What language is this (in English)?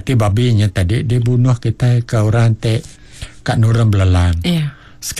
Iban